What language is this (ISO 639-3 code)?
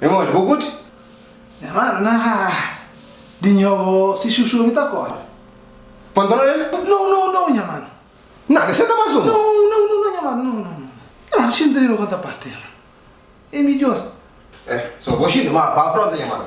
kea